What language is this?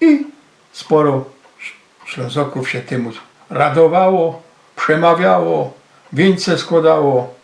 Silesian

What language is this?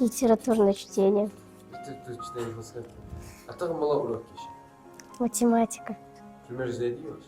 Ingush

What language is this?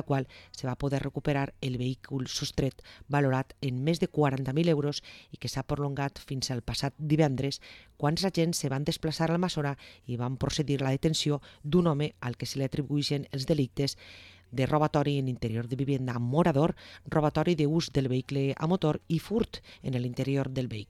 Catalan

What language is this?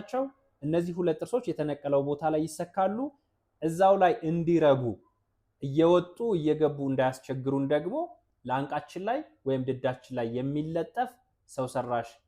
Amharic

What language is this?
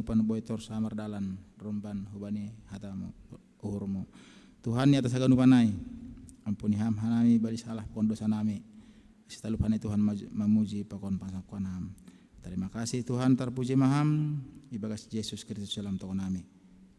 Batak Simalungun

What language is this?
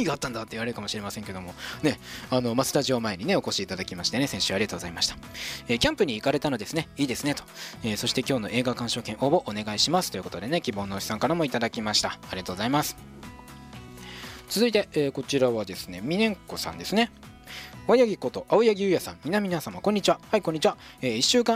Japanese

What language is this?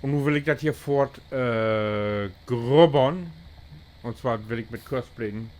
Low German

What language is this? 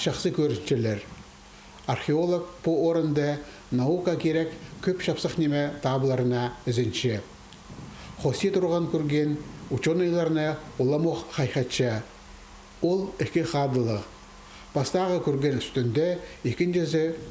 Khakas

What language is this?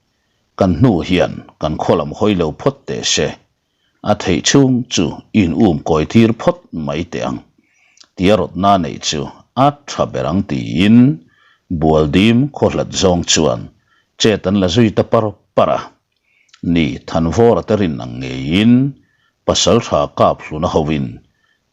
Mizo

